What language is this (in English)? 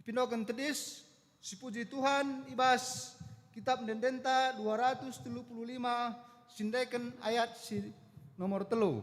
Batak Karo